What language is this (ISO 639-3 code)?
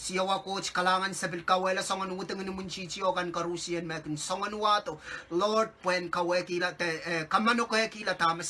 pon